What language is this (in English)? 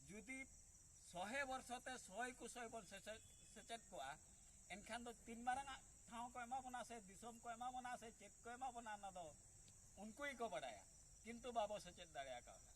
Santali